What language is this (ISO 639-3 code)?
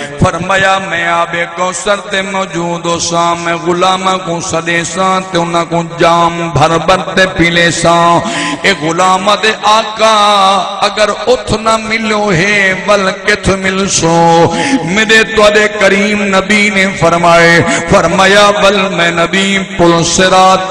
skr